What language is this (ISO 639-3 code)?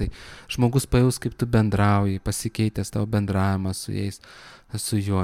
lit